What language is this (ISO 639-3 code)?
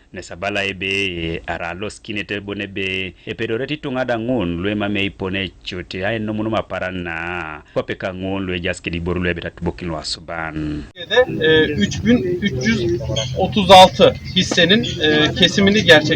teo